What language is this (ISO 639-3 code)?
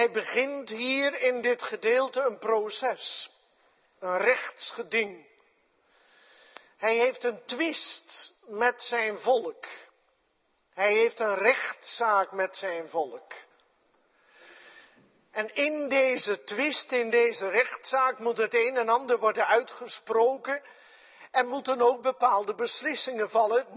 nld